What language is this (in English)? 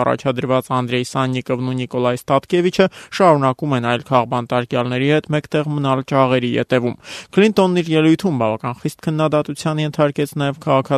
Armenian